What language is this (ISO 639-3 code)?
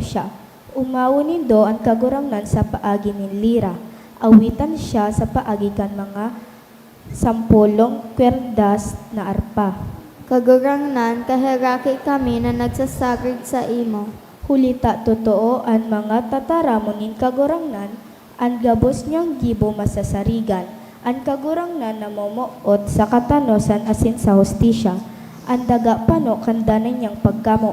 bik